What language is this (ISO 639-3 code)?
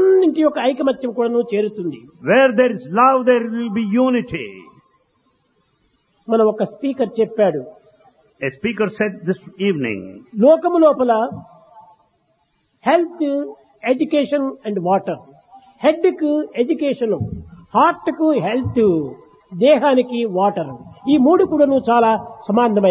tel